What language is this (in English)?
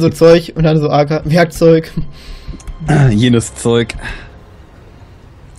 German